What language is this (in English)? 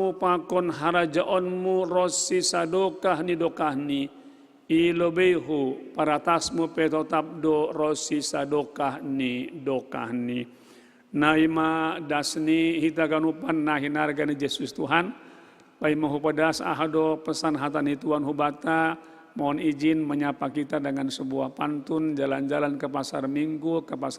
Batak Simalungun